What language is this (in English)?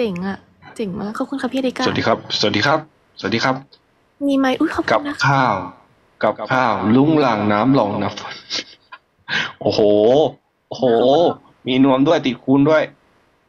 Thai